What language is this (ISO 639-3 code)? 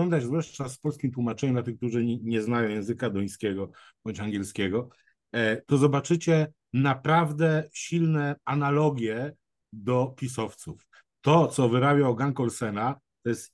pol